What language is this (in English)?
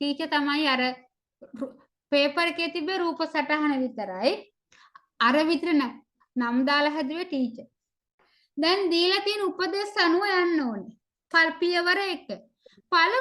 Sinhala